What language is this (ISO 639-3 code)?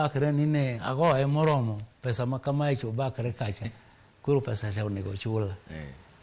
luo